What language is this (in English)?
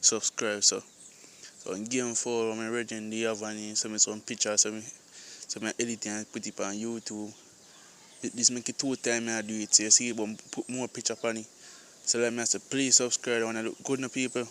Jamaican Creole English